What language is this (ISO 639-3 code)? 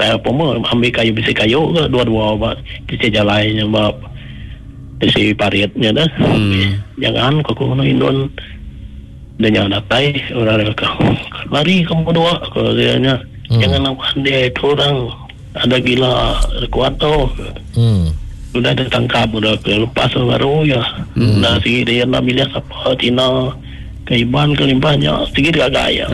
msa